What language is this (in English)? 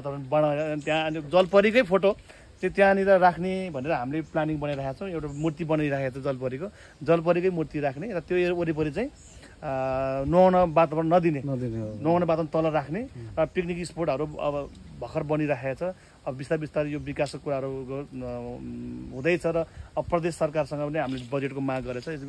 Nepali